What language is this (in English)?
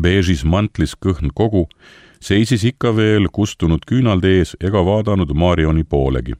Estonian